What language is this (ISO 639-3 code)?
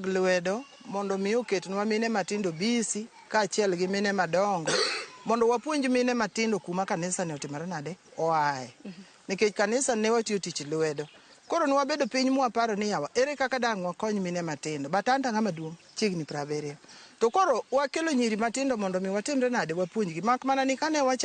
luo